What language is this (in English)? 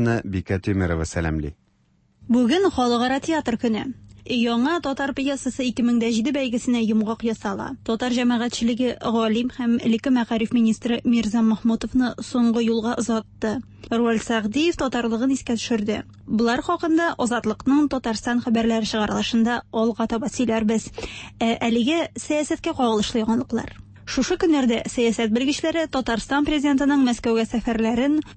Tatar